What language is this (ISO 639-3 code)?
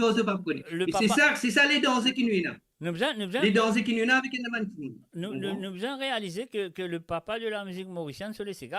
mfe